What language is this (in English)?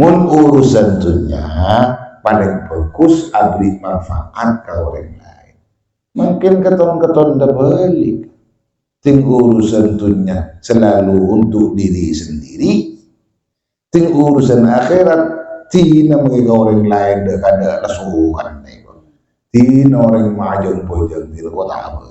Madurese